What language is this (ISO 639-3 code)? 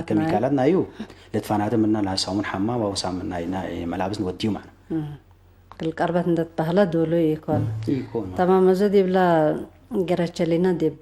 tig